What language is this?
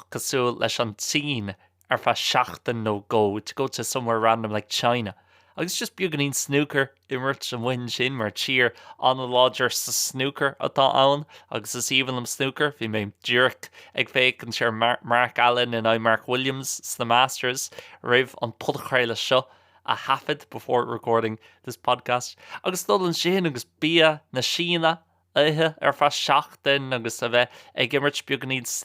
Irish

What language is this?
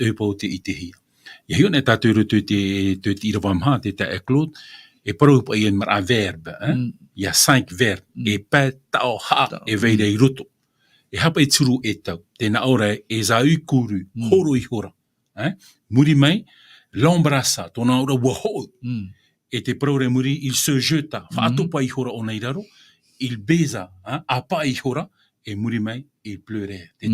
Tahitian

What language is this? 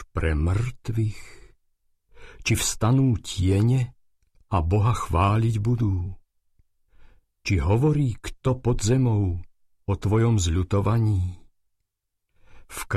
Slovak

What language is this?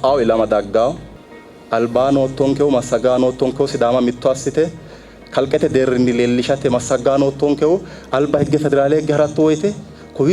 Sidamo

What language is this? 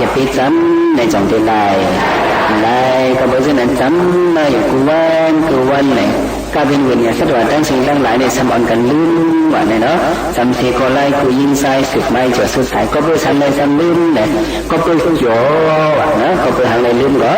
Shan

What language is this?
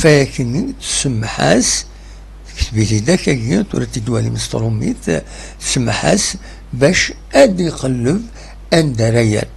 Kabyle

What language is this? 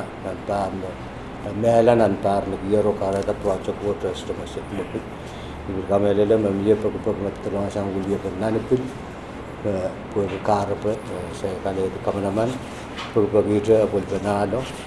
Pohnpeian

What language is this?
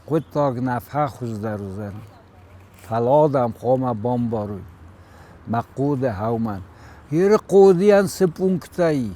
Ossetic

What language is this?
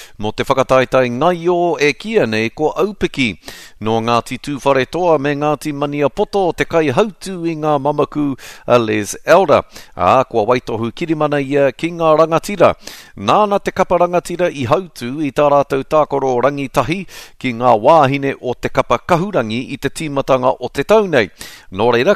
Māori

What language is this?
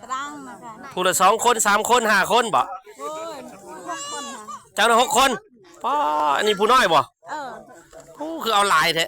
Lao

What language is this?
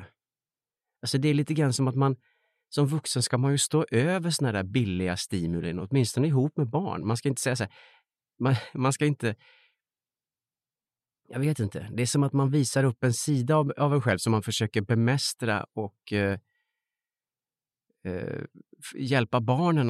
Swedish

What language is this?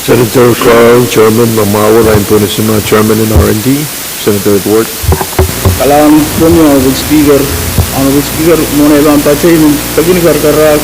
Pohnpeian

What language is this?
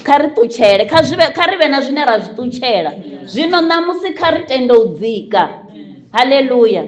Venda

